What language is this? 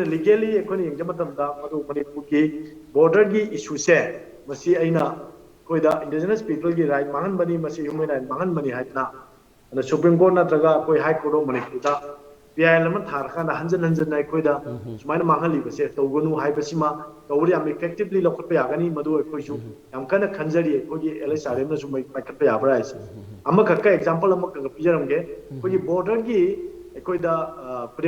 Manipuri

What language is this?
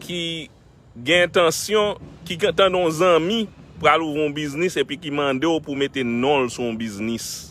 Haitian Creole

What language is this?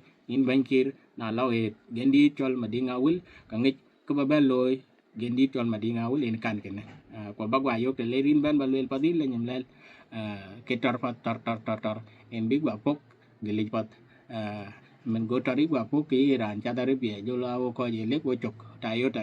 Dinka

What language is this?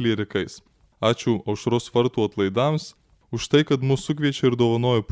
Lithuanian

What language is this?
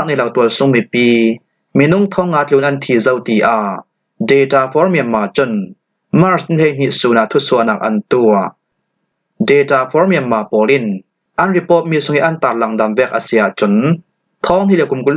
Falam Chin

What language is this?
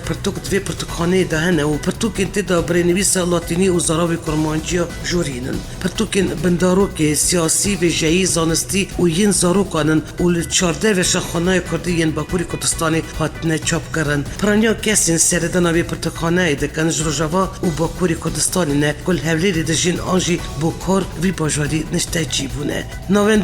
Kurdish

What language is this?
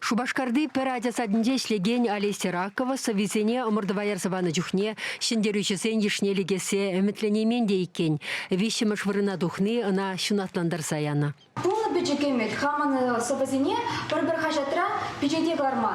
Chuvash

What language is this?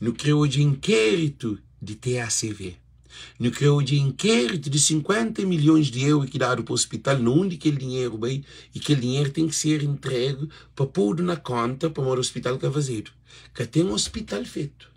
Kabuverdianu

